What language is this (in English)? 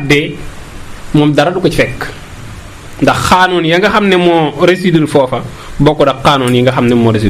Wolof